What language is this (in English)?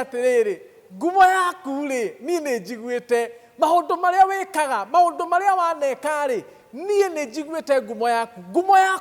Kikuyu